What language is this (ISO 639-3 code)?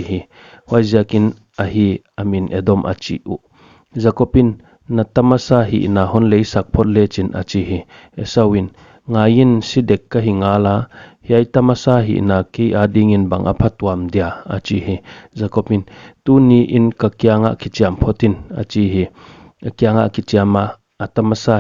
pck